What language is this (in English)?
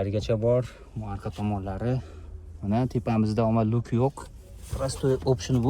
Uzbek